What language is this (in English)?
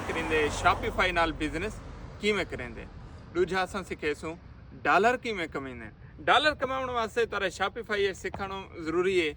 Saraiki